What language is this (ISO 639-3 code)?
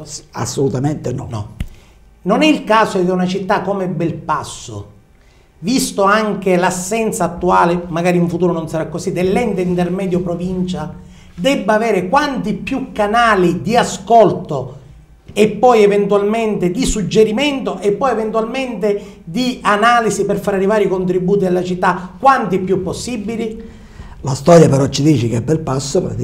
ita